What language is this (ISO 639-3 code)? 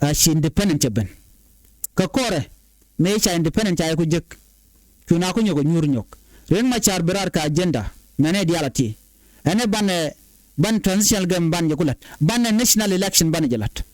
nus